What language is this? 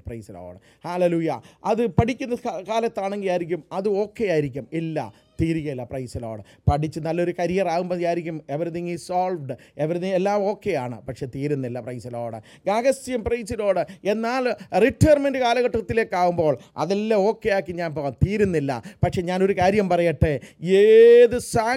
Malayalam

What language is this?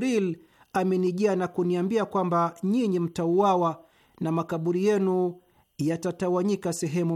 Swahili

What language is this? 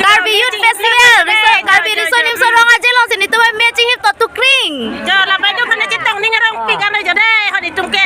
Karbi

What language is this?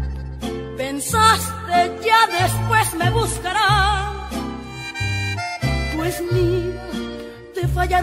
Spanish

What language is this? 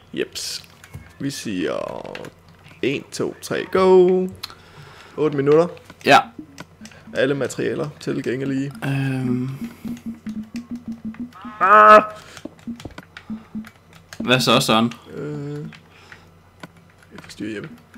Danish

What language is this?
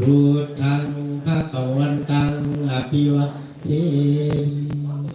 Pali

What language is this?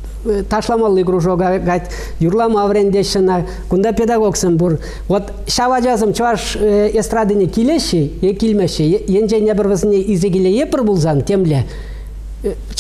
Chuvash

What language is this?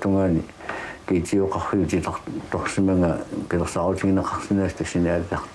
Kalaallisut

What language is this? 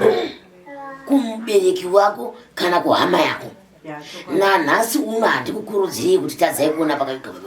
Shona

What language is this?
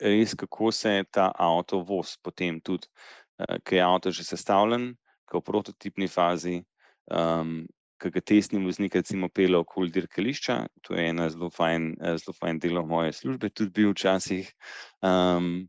Slovenian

